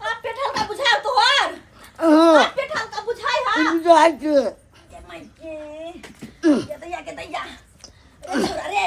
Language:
Maithili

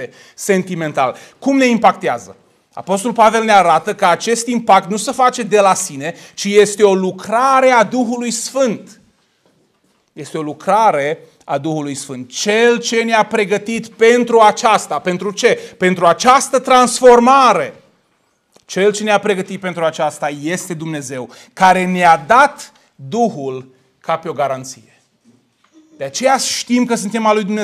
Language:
Romanian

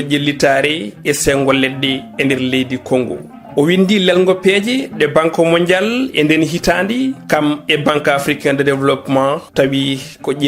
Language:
Fula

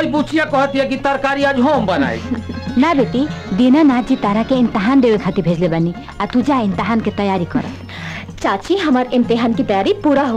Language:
Bhojpuri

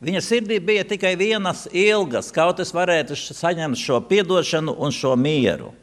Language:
Latvian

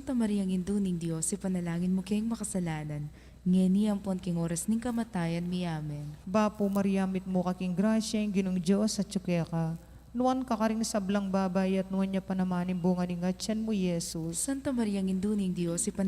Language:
Pampanga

